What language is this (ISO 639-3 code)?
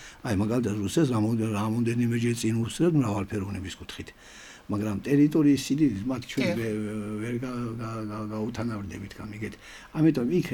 kat